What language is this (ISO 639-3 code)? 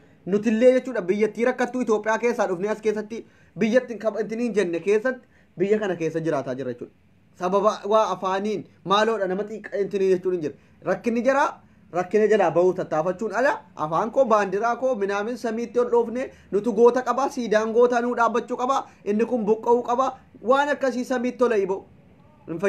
orm